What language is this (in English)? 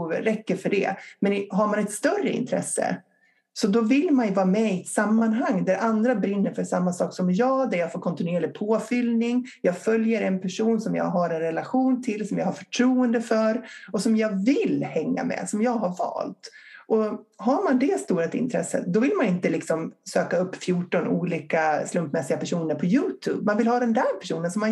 Swedish